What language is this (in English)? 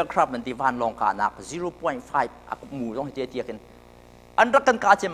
Hakha Chin